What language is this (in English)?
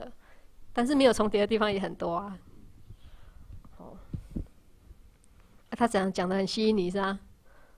Chinese